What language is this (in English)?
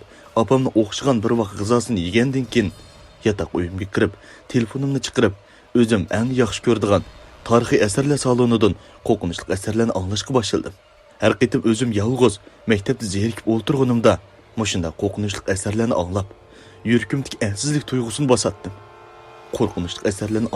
Uyghur